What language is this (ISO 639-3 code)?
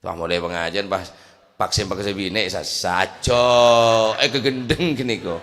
mad